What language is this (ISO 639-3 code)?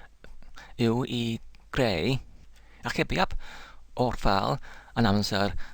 cym